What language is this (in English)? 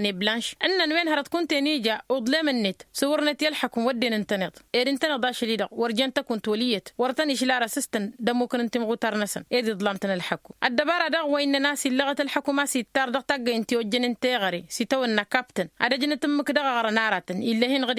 Tamasheq